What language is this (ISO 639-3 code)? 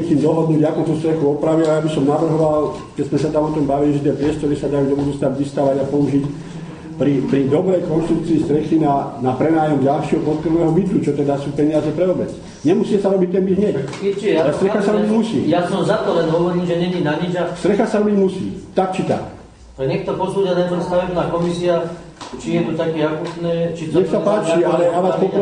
slk